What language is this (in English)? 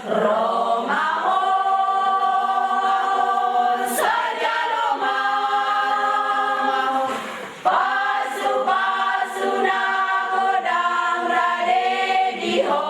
Batak Toba